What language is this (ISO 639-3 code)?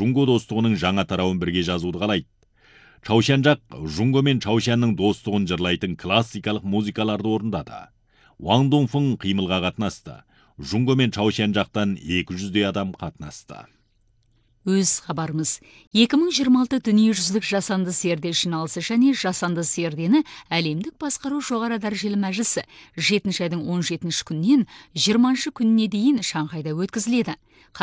kaz